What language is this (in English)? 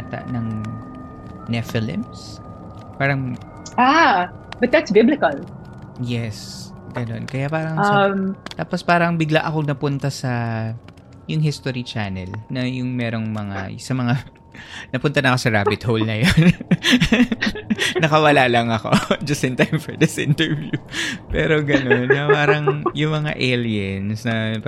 Filipino